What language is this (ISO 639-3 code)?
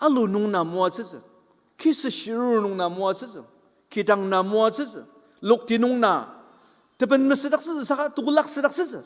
njo